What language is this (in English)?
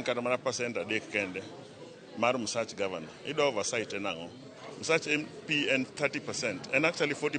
Luo (Kenya and Tanzania)